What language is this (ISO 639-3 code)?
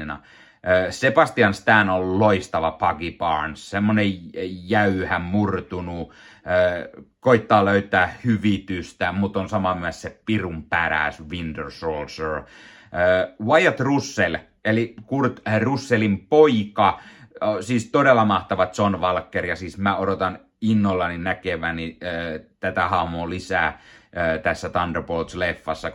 fin